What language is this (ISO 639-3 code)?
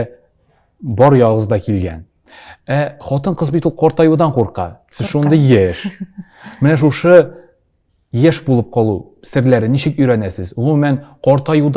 tat